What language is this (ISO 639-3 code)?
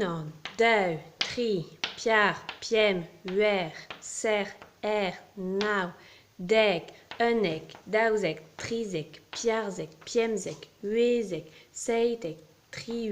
bre